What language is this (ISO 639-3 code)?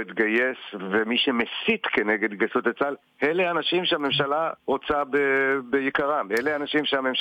heb